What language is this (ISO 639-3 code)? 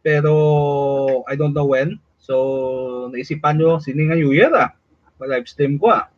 hil